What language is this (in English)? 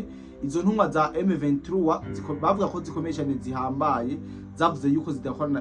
Rundi